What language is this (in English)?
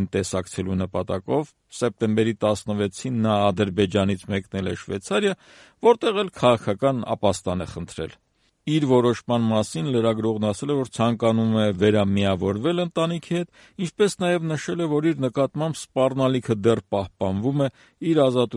Armenian